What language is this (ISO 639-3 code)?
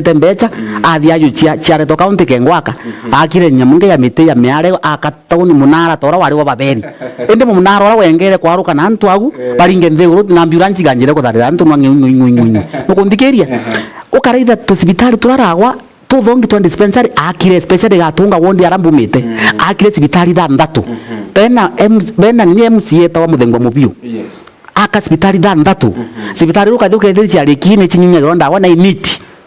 mer